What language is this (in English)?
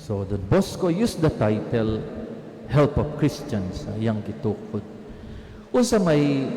Cebuano